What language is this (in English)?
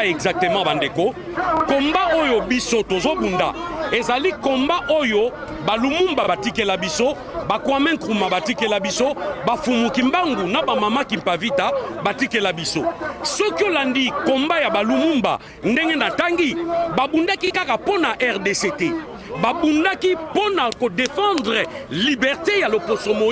Lingala